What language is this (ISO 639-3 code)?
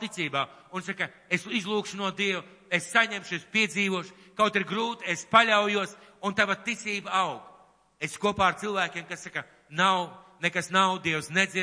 lav